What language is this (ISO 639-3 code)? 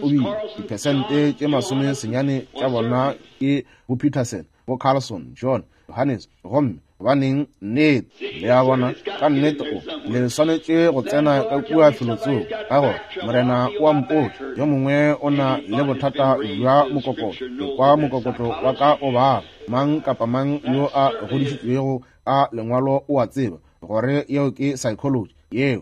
nso